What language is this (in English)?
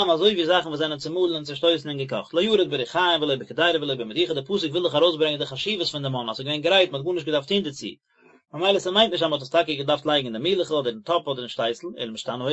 Yiddish